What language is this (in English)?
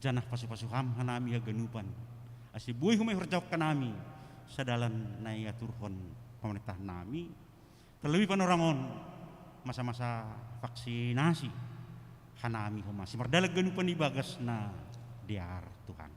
Batak Simalungun